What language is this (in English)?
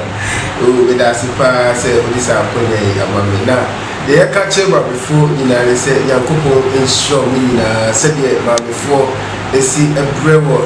Akan